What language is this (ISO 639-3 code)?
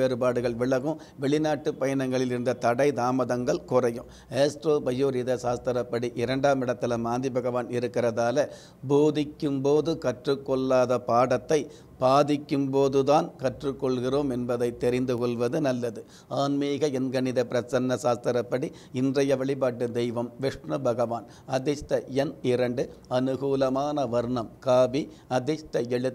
tam